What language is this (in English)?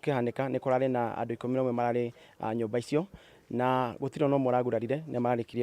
Meru